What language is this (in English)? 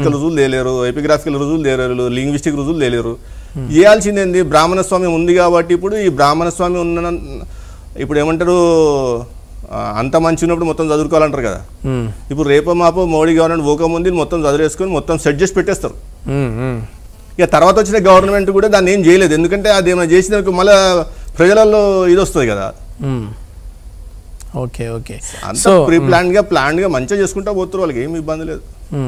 Telugu